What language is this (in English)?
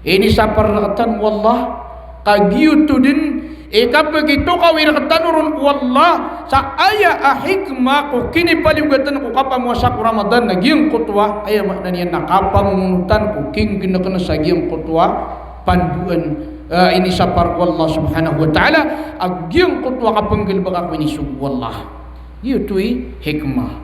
Maranao